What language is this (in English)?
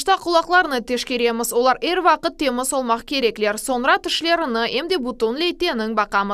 Crimean Tatar